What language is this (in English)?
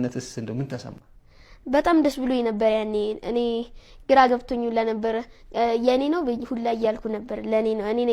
Amharic